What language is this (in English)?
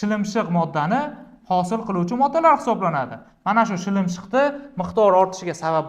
Uzbek